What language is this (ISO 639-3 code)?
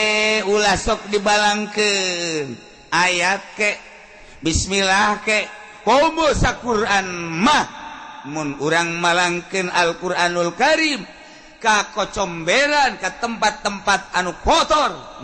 sun